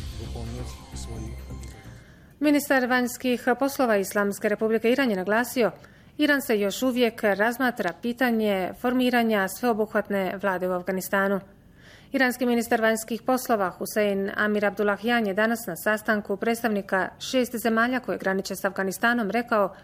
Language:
Bosnian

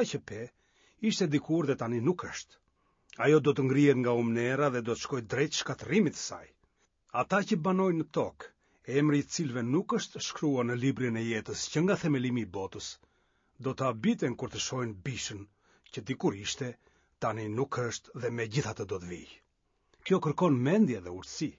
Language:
Albanian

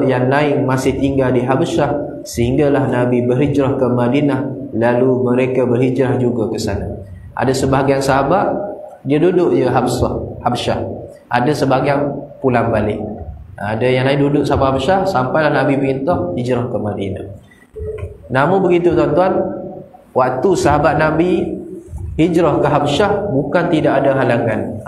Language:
Malay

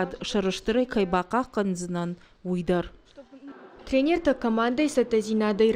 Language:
Ossetic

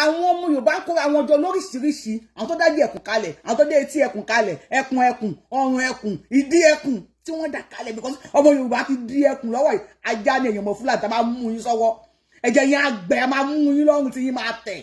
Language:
Yoruba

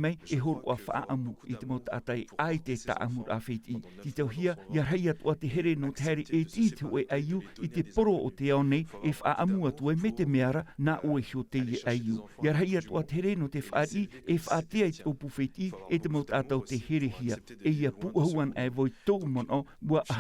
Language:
Tahitian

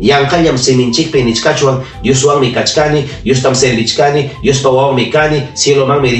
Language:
Ayacucho Quechua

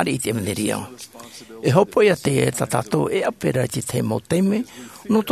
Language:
Tahitian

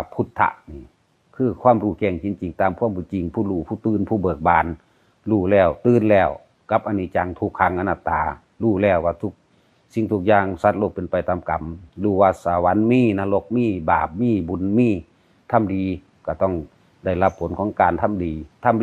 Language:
Lao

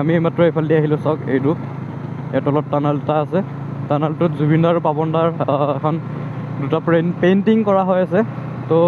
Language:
Assamese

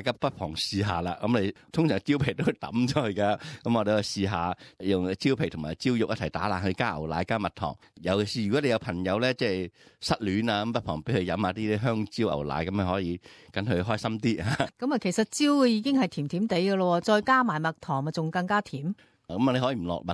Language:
Cantonese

